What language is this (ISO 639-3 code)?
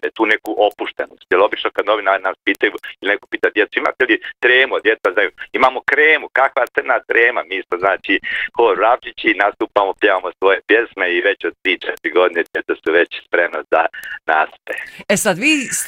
bos